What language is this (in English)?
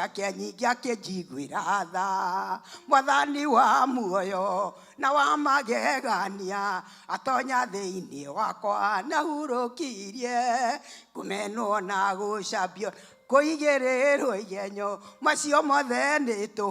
Kikuyu